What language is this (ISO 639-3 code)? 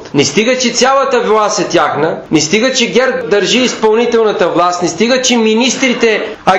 bul